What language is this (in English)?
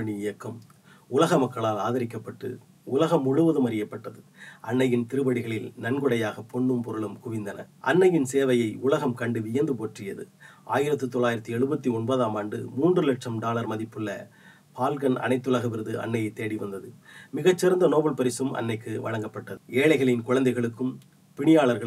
Tamil